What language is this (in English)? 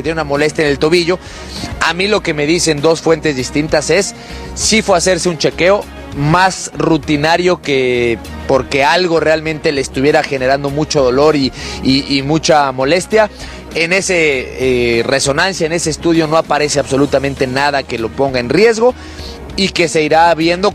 Spanish